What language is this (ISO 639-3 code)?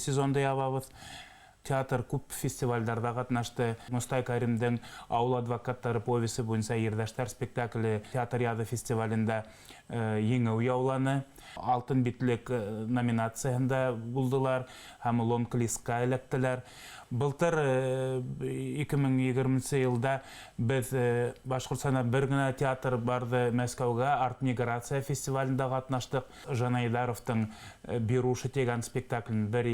bak